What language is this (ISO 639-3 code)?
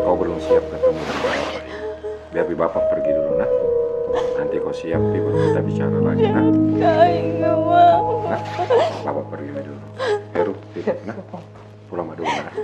mfp